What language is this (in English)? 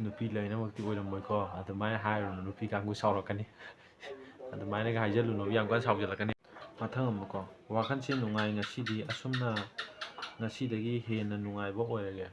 Manipuri